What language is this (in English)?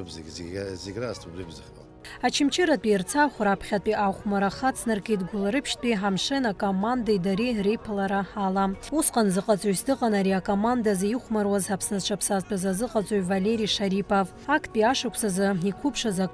Abkhazian